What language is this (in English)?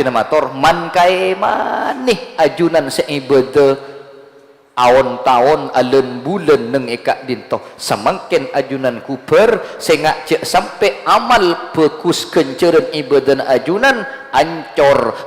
Madurese